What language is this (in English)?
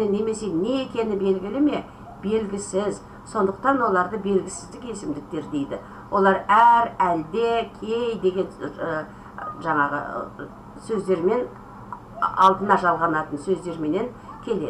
Kazakh